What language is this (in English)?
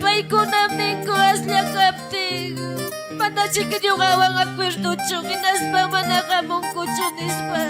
Ayacucho Quechua